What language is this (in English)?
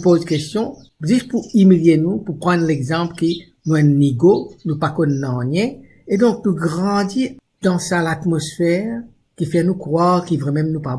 Morisyen